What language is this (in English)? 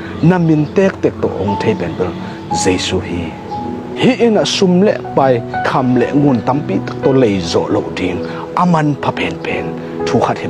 Tedim Chin